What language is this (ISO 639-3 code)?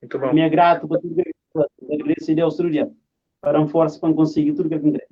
kea